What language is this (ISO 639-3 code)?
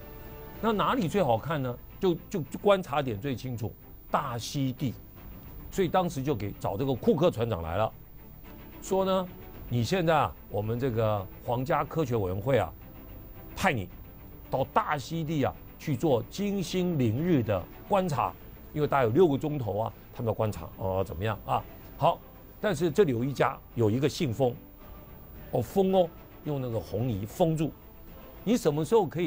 zho